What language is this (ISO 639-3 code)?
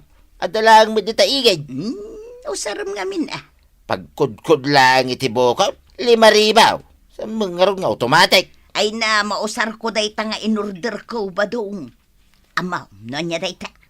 ilo